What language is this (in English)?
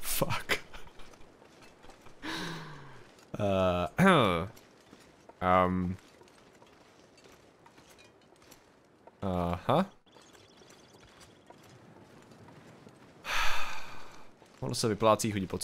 Czech